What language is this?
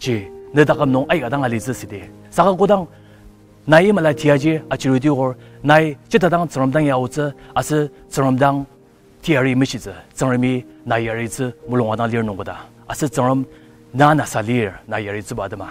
Ao Naga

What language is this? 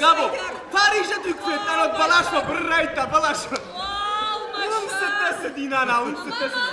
Ossetic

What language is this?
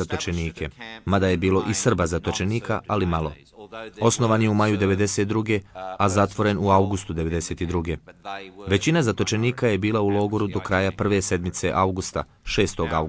Bosnian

